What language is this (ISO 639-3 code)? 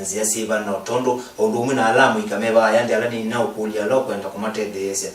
kam